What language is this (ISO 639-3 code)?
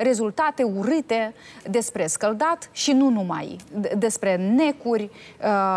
ron